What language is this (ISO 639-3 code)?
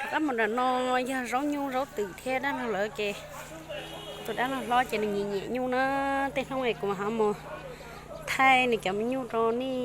hmn